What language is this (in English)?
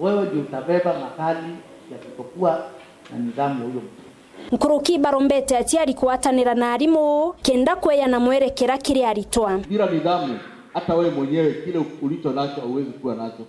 Meru